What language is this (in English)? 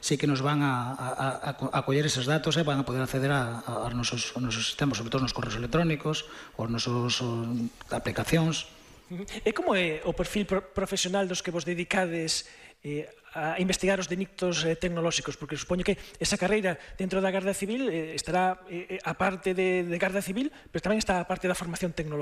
Galician